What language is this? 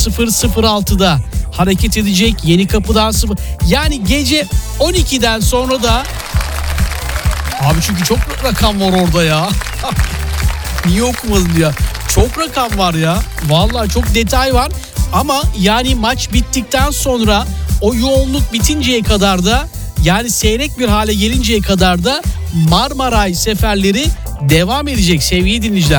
Turkish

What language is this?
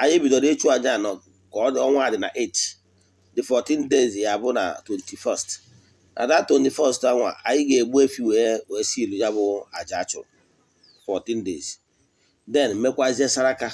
Igbo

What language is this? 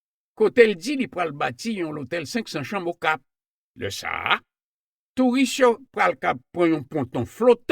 Haitian Creole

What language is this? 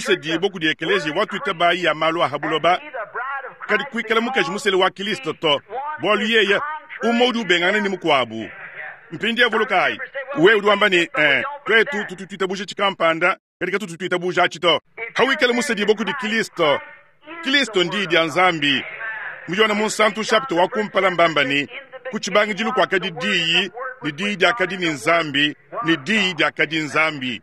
Luba-Lulua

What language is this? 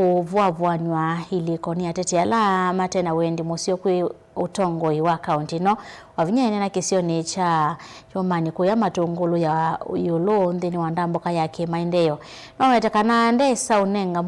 Kamba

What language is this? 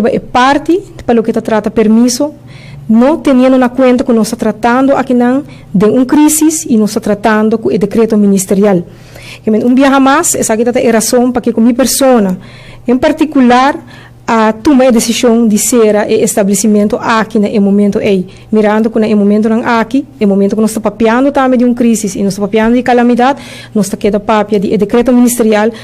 Papiamento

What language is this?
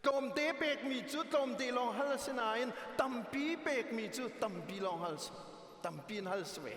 Hakha Chin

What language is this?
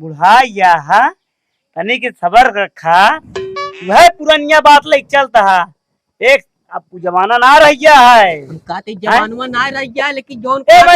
Awadhi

